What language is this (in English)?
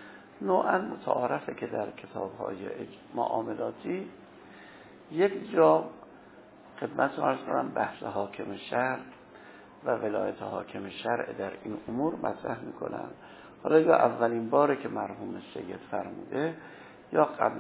Persian